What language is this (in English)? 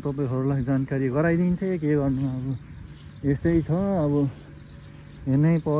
Nepali